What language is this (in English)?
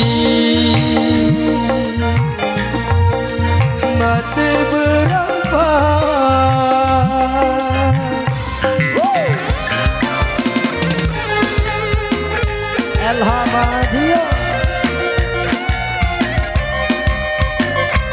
Malay